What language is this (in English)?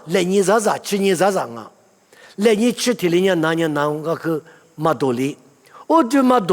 Lisu